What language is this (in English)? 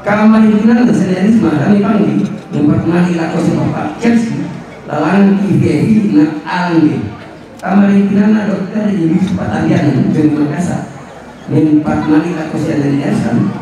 Toraja-Sa'dan